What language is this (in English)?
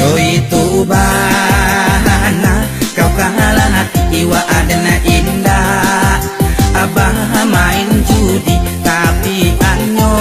Minangkabau